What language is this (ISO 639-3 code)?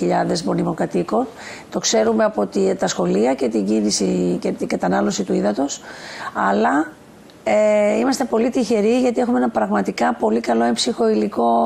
ell